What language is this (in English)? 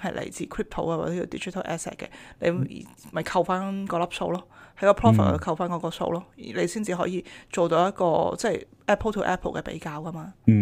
Cantonese